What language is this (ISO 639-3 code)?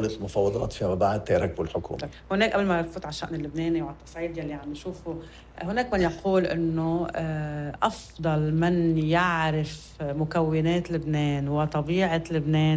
apc